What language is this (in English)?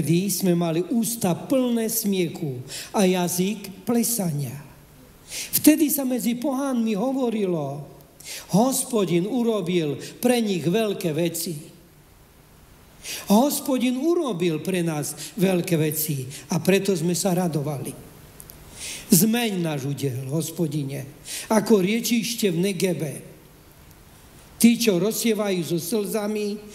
Slovak